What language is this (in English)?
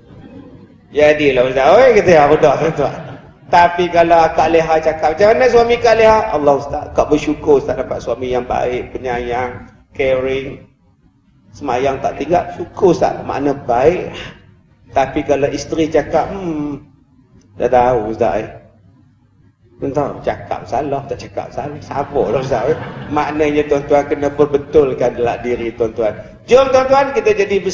Malay